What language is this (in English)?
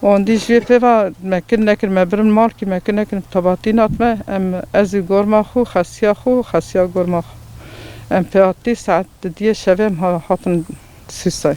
Kurdish